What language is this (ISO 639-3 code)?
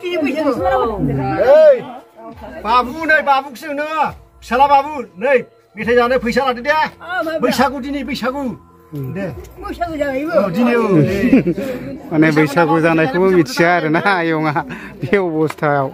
brx